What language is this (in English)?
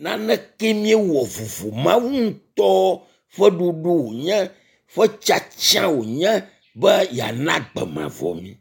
Ewe